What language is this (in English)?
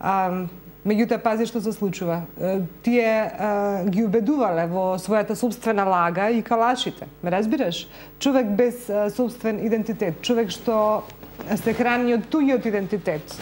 Macedonian